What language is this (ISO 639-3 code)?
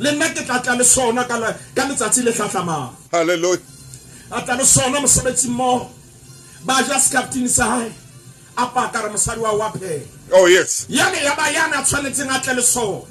sot